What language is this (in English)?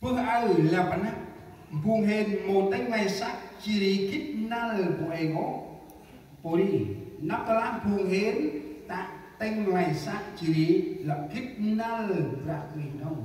Central Mnong